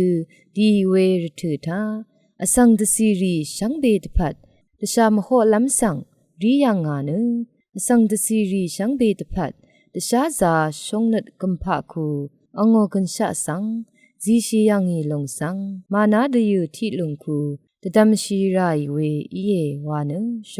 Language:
Rawang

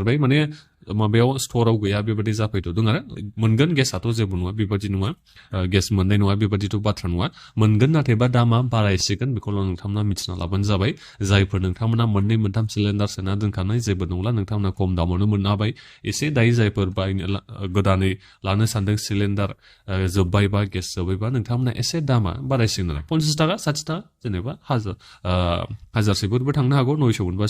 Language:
Bodo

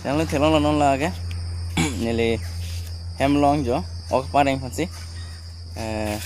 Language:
Karbi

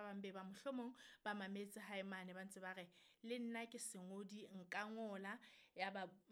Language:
Southern Sotho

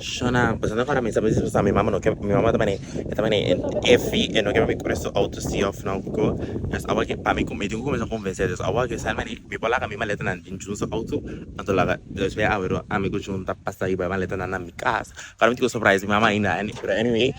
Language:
Papiamento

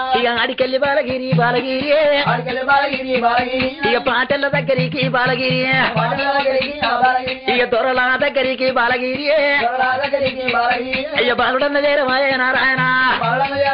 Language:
Telugu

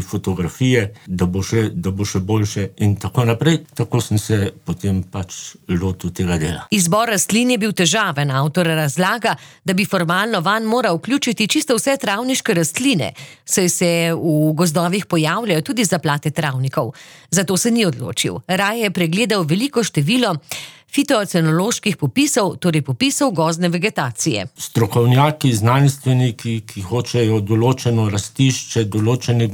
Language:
Slovenian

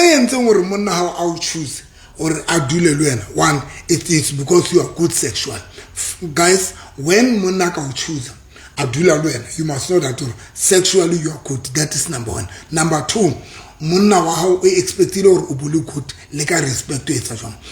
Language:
Southern Sotho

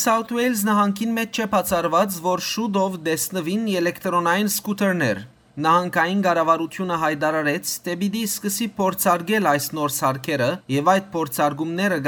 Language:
Western Armenian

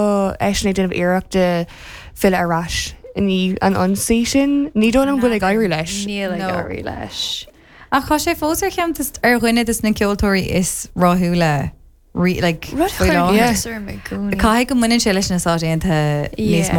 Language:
Irish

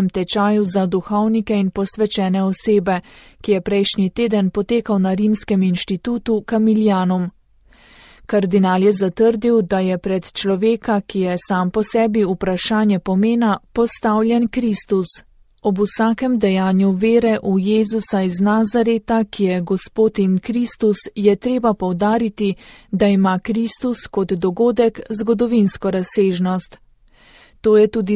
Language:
Slovenian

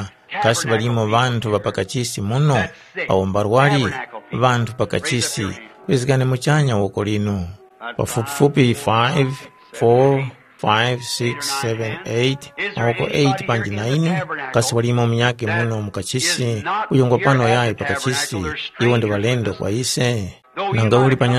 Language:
Tumbuka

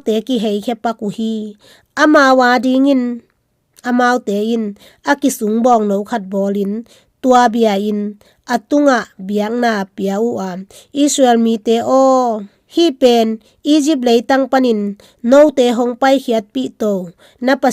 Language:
Tedim Chin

